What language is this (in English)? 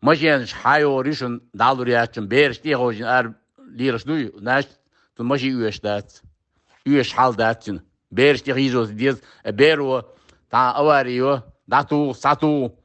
Chechen